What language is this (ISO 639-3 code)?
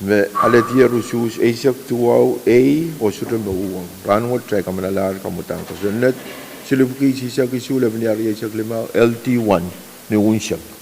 pon